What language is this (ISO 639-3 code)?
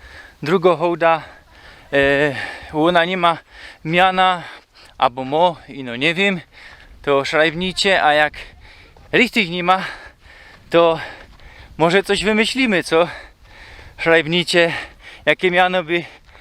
szl